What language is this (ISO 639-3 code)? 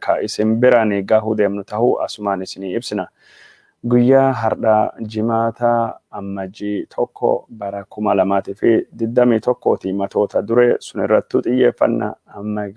orm